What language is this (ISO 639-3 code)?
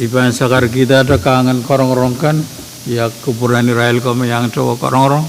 pon